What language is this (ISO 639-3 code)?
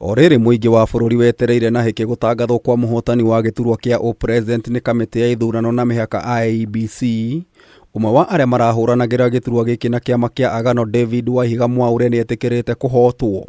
kik